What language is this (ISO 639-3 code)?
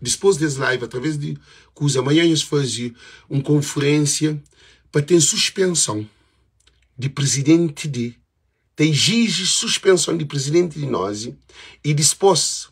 kea